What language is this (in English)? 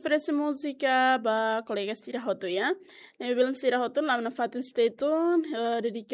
Tetum